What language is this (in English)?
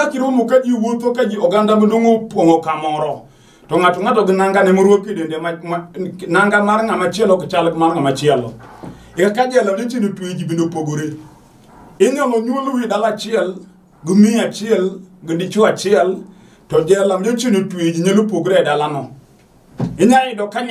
Luo (Kenya and Tanzania)